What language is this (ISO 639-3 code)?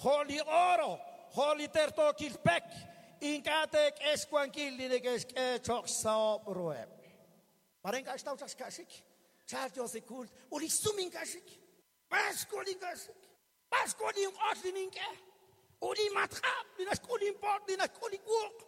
kek